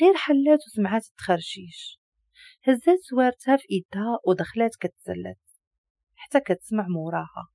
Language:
Moroccan Arabic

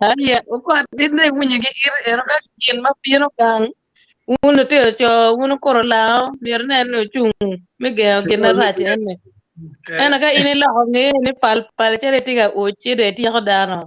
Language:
Acoli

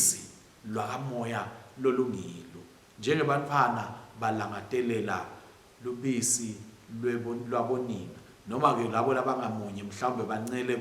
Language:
Swati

